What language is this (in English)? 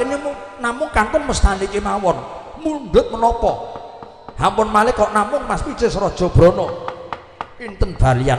Javanese